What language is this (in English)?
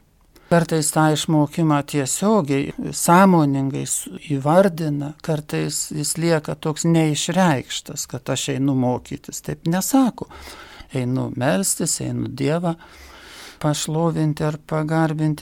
Lithuanian